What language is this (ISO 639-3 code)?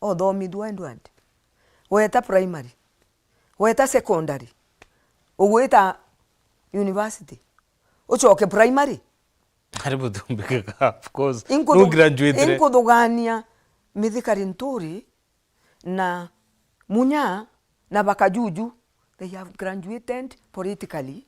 mer